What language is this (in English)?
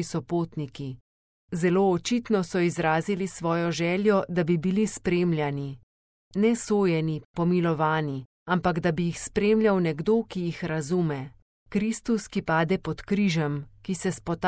Slovenian